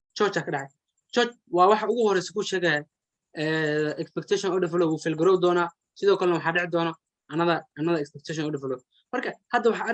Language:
Somali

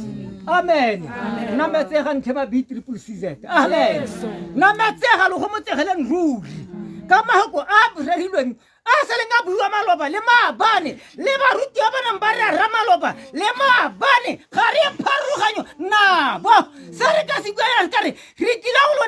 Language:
Tswana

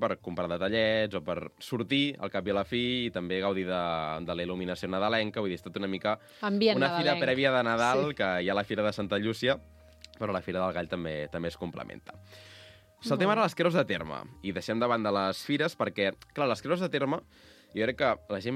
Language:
Catalan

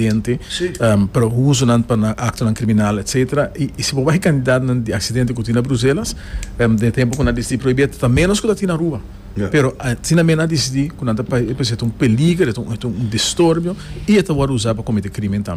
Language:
Papiamento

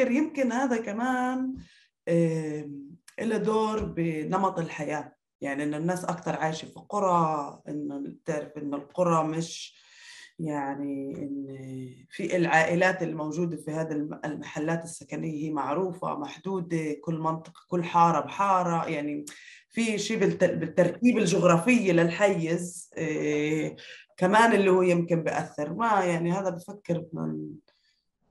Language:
North Levantine Arabic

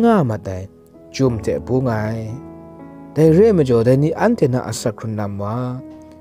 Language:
Kachin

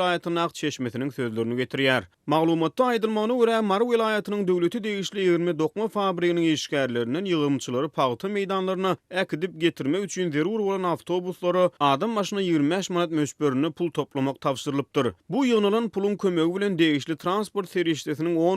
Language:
Turkmen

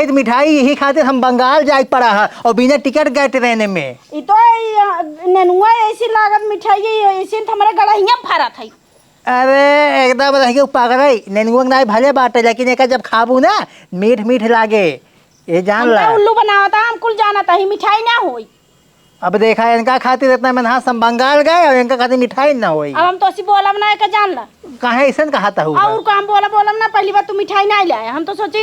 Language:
Awadhi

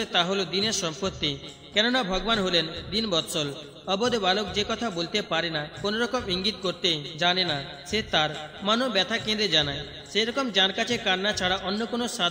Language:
Bangla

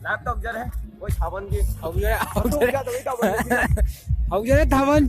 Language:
Manipuri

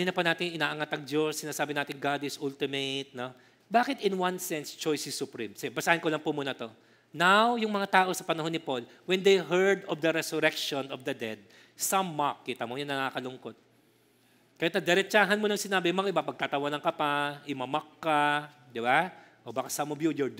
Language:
Filipino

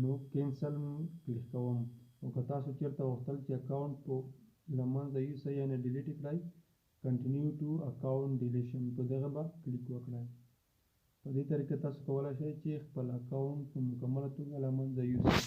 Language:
Pashto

